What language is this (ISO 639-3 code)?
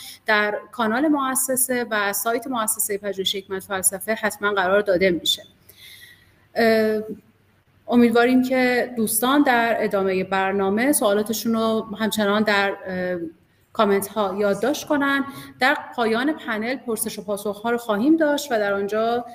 fas